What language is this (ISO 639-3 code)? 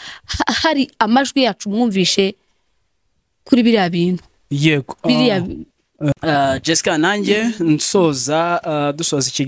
kin